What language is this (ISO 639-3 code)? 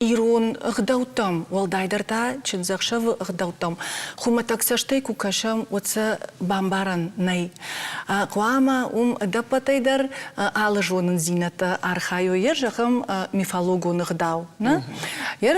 oss